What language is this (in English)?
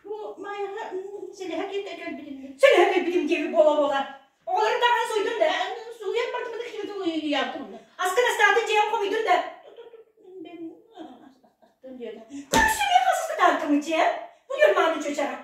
Yakut